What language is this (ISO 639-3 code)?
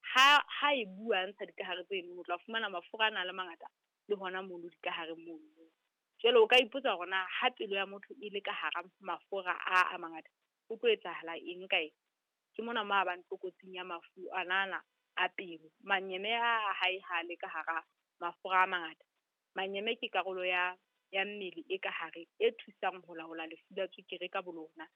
sot